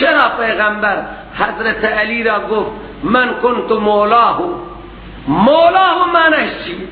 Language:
Persian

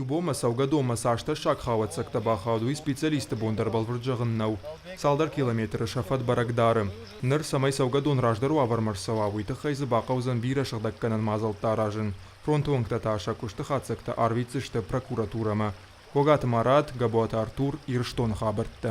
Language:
Ossetic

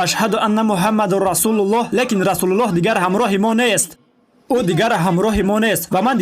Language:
Tajik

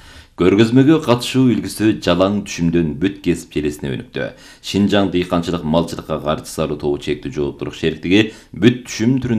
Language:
Kyrgyz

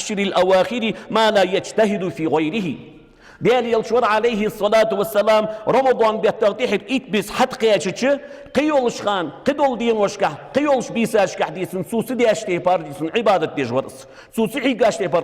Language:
Ingush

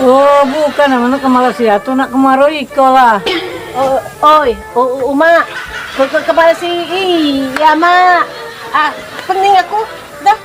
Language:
Musi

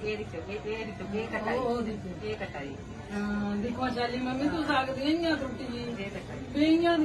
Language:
Dogri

